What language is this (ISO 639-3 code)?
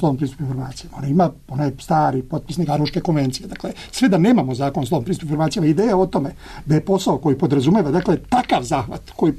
srp